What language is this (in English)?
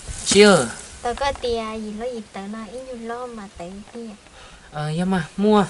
Hmong